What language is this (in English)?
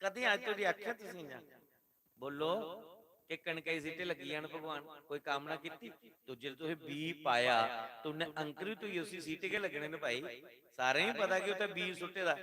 Dogri